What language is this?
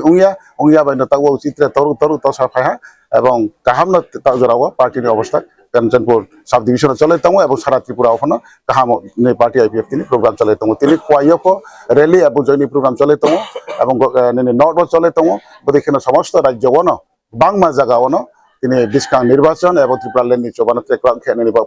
Riang (India)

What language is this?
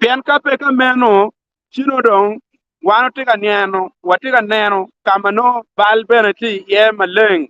Acoli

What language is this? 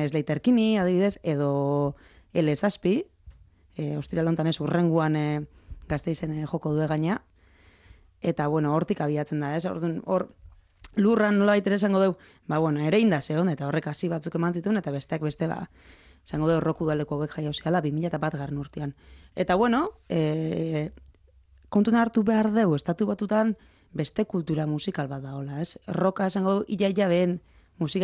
Basque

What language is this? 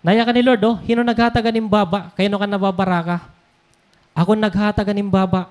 Waray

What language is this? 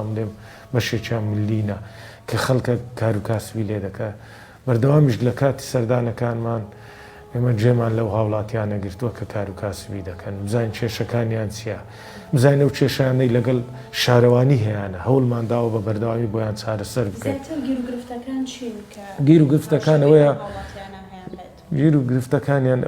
Central Kurdish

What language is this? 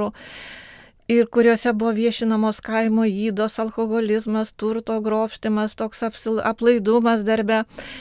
Lithuanian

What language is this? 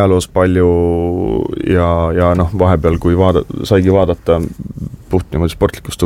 Estonian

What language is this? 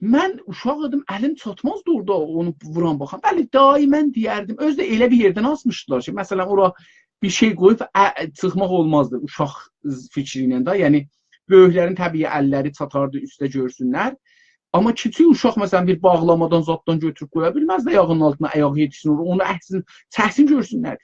South Azerbaijani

